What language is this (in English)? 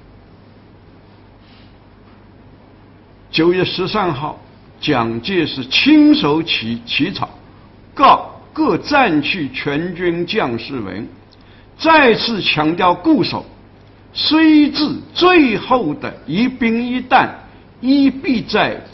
Chinese